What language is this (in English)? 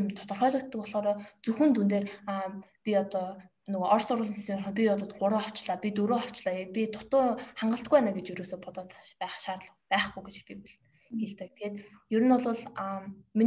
Mongolian